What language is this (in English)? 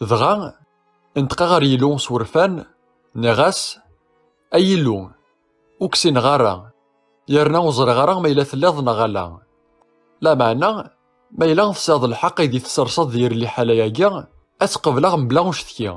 Kabyle